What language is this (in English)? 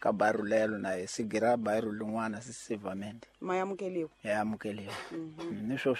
Tsonga